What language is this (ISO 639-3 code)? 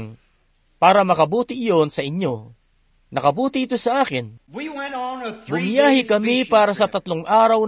fil